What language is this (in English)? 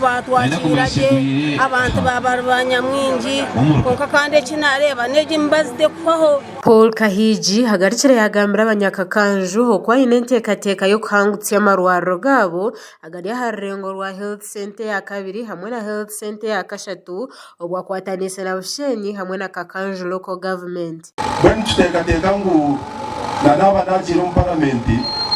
Nyankole